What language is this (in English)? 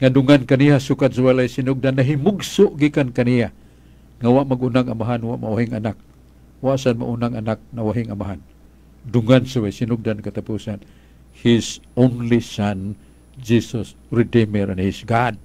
Cebuano